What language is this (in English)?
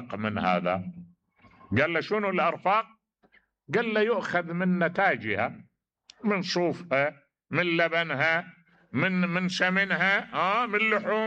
Mesopotamian Arabic